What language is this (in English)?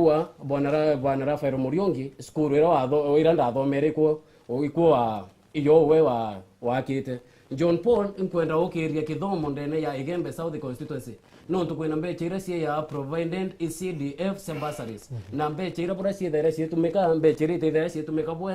Meru